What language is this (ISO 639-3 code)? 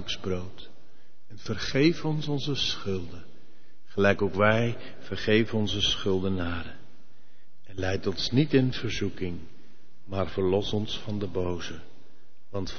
nld